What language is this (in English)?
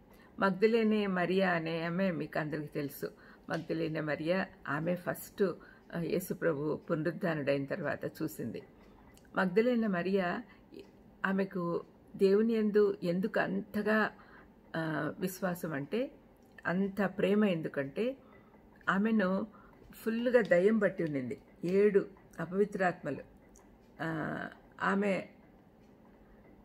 Telugu